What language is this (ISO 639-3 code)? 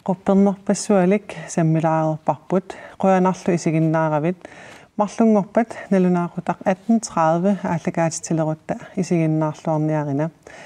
kal